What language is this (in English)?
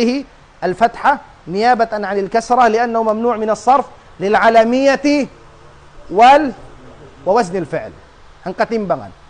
Tausug